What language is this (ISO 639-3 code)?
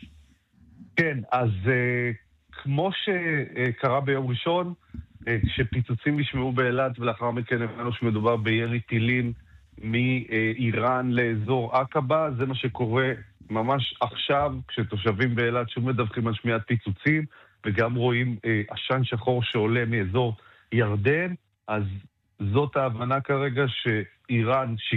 heb